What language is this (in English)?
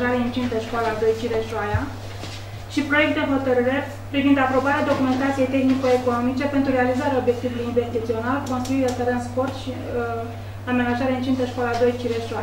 Romanian